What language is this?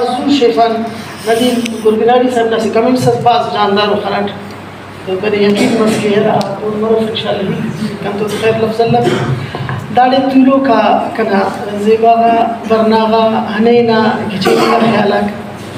Brahui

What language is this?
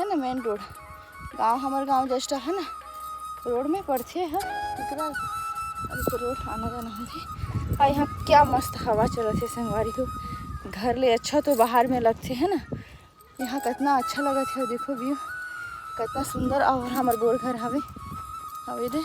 Chhattisgarhi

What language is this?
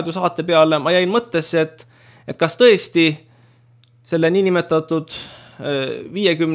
Estonian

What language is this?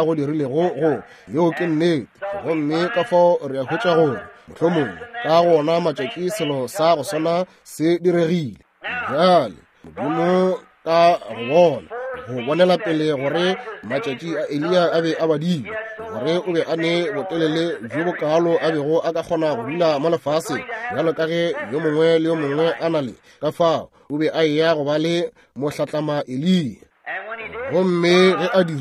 Northern Sotho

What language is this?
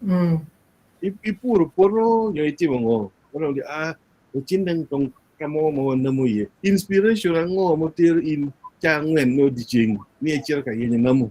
Acoli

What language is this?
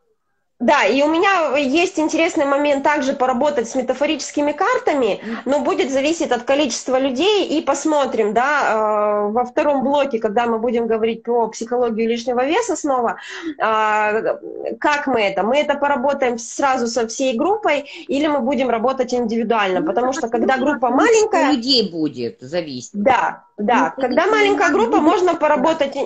Russian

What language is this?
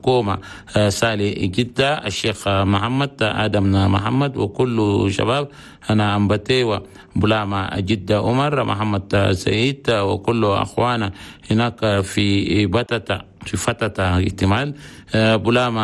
Chadian Arabic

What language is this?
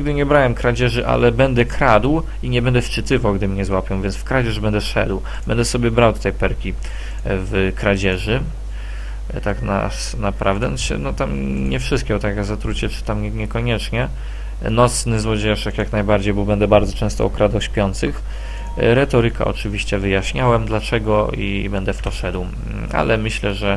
Polish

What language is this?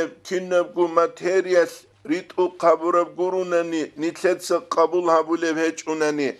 Avaric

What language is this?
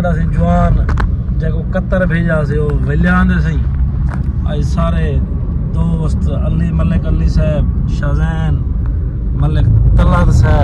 Saraiki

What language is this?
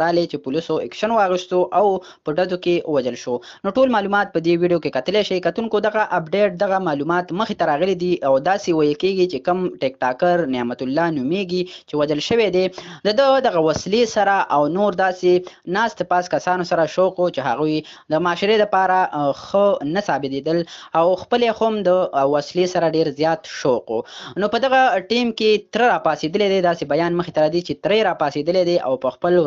Pashto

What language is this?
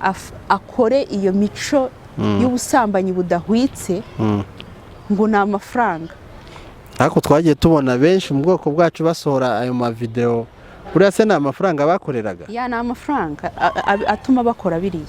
Kinyarwanda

